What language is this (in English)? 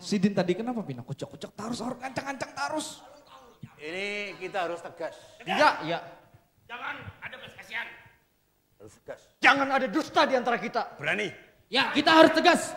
Banjar